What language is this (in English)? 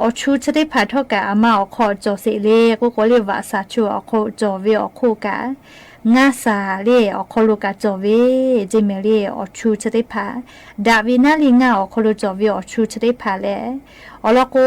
Lahu